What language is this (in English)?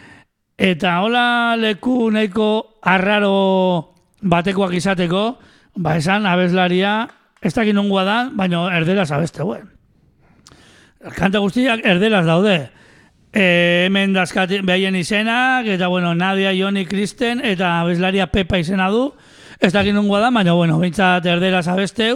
Basque